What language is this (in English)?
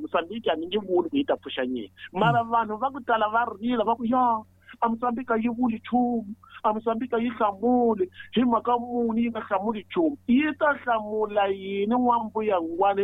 Tsonga